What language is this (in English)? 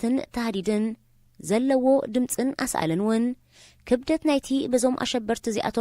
Tigrinya